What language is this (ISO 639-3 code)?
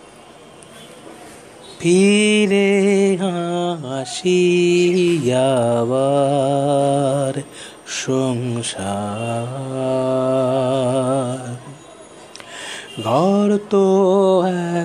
ben